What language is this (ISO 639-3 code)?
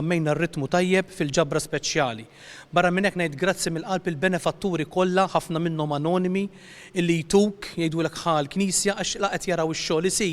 mlt